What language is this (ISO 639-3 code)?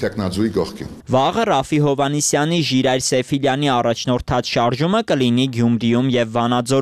hye